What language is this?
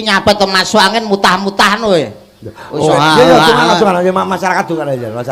Javanese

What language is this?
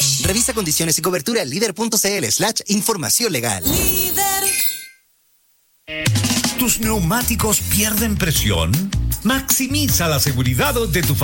Spanish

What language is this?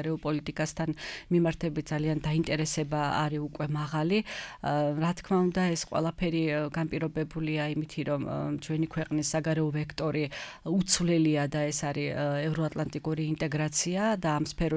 Georgian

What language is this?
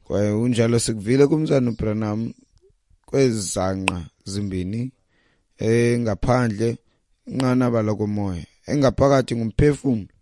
Xhosa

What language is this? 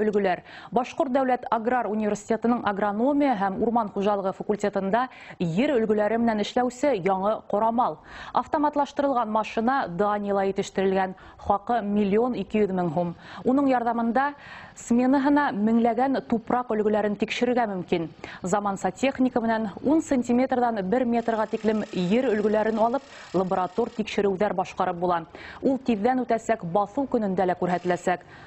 Bashkir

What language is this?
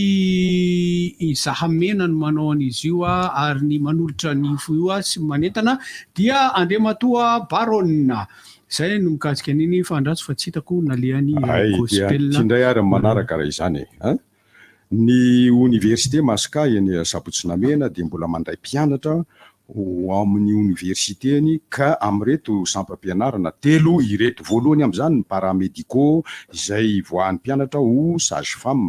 Malagasy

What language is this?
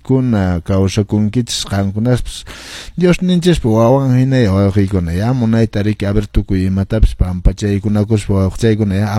Quechua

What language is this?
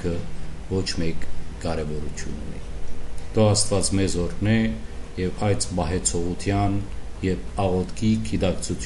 Western Armenian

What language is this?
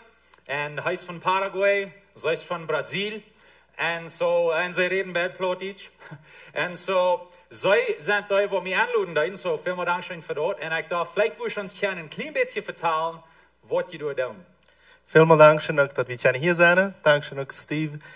Plautdietsch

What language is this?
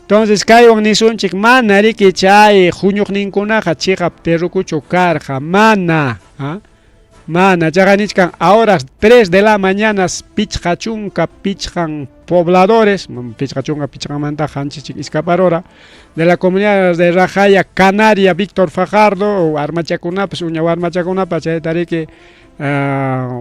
Ayacucho Quechua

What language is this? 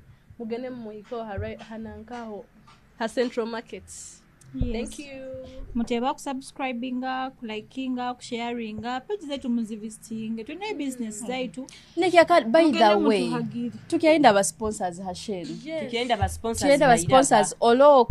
Nyoro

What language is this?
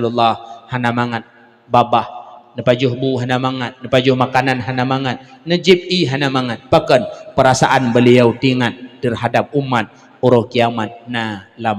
Achinese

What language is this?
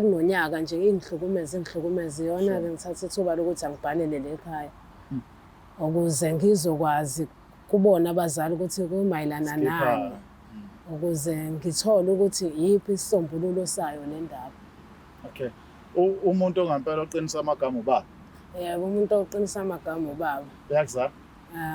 Zulu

